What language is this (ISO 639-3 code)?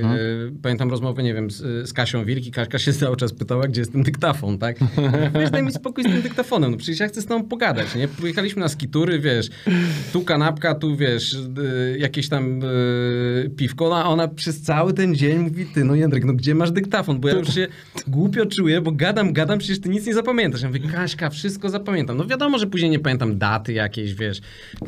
pol